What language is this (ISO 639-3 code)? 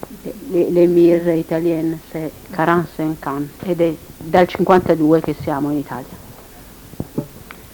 ita